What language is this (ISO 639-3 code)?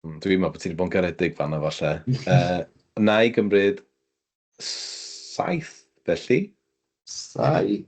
cym